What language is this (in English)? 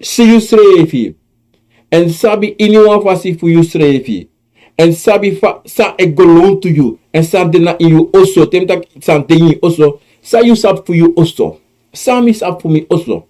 Sranan Tongo